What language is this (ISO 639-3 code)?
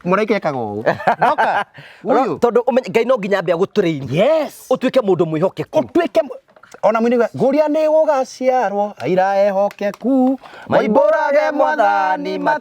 kik